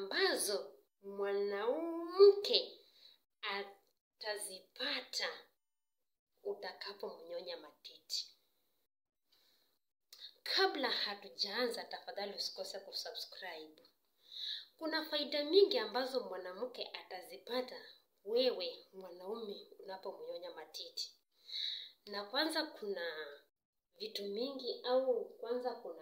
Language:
Swahili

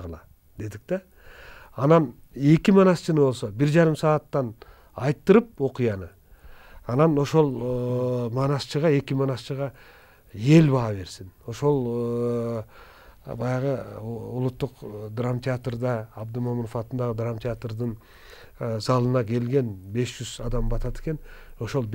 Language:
Kyrgyz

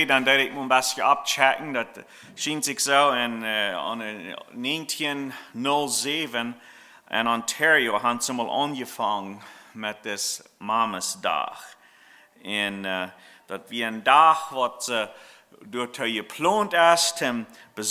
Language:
Plautdietsch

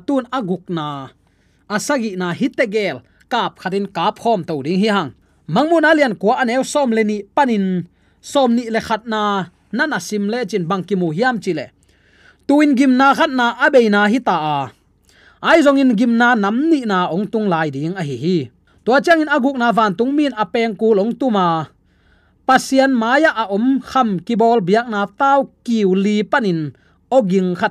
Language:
Tedim Chin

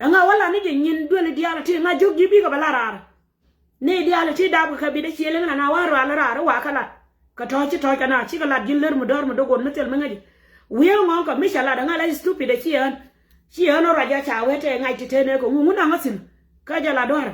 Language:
Nuer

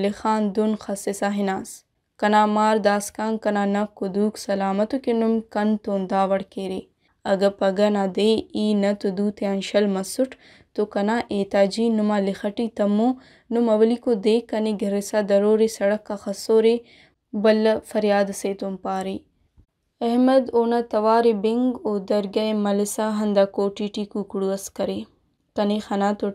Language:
Brahui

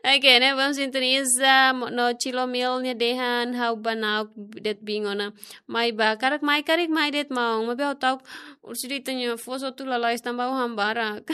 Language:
Tetum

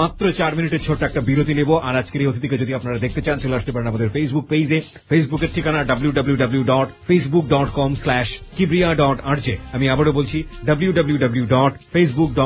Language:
Bangla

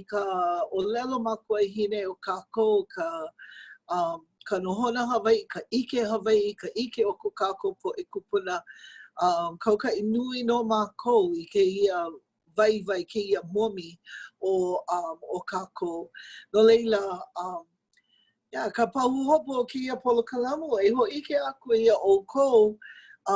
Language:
Hawaiian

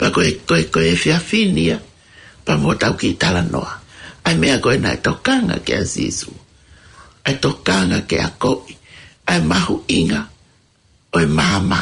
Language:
Tongan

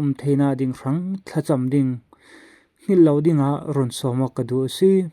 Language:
Falam Chin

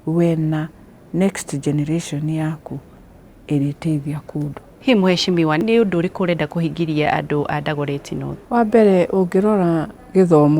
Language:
Kikuyu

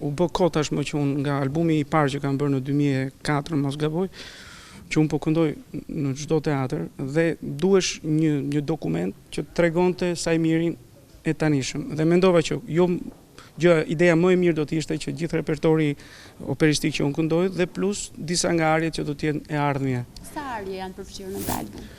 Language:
Albanian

